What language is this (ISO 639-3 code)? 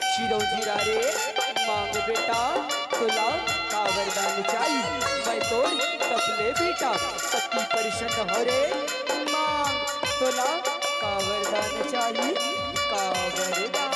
hne